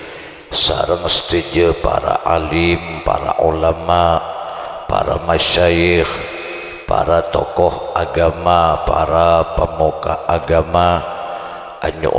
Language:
Madurese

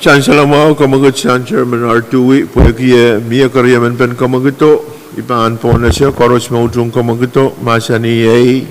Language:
Pohnpeian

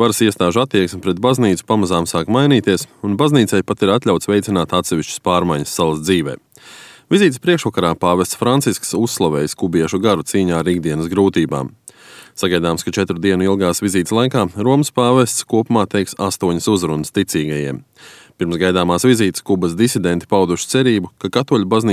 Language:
Latvian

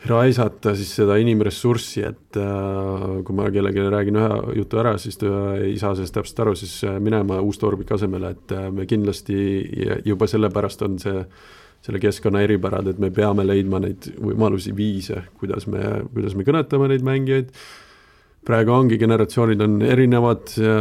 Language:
Estonian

